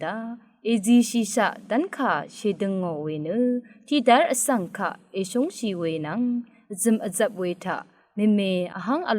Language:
Rawang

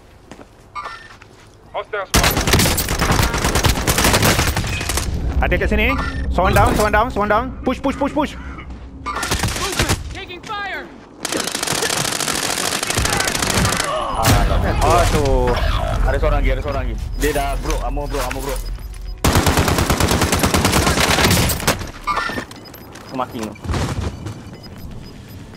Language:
Malay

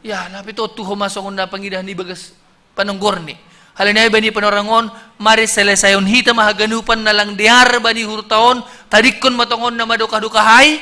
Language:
Batak Simalungun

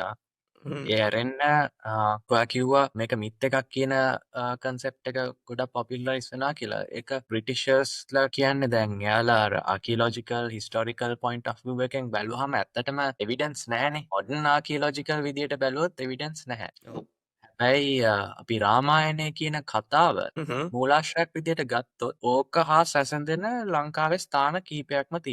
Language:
Sinhala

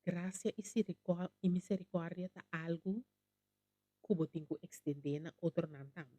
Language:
Papiamento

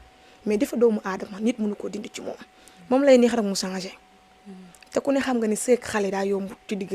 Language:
Wolof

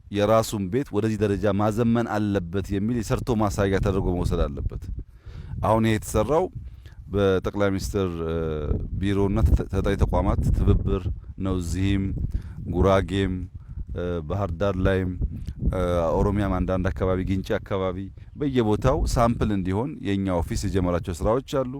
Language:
Amharic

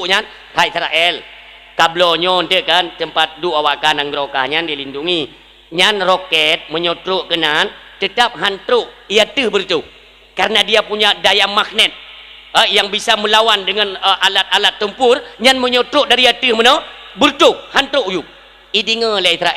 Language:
Achinese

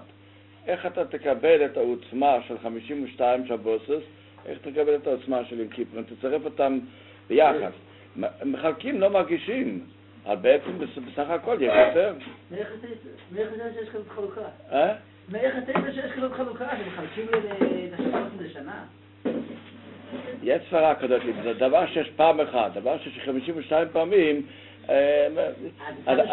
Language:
Hebrew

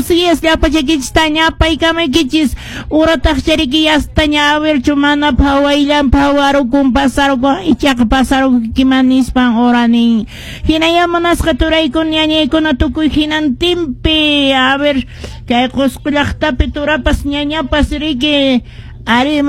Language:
Quechua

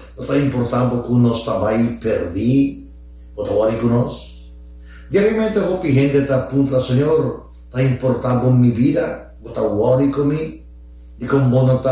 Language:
Papiamento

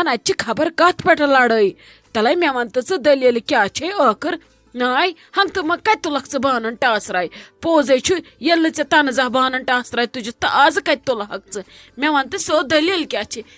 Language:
Kashmiri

